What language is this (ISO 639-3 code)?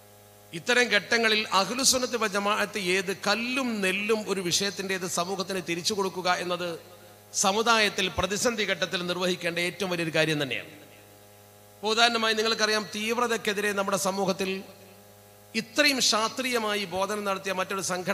mal